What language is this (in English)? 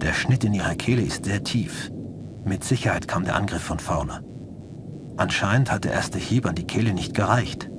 Bavarian